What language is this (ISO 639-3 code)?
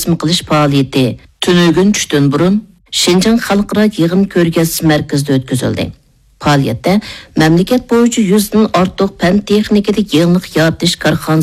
uig